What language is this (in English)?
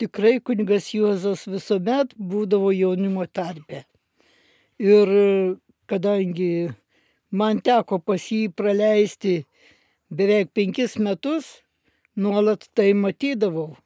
Lithuanian